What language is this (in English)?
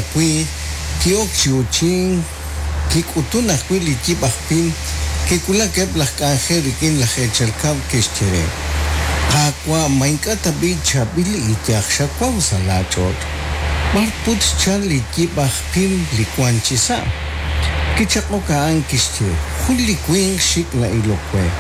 Kekchí